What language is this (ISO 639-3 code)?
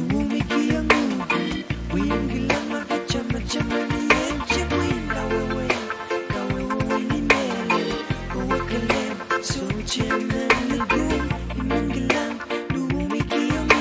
pon